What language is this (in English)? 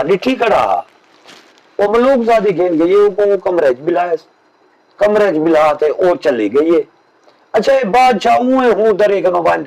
Saraiki